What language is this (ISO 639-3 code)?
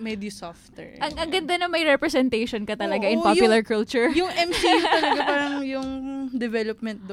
fil